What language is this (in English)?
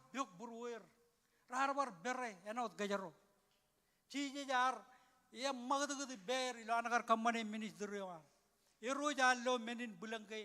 Marshallese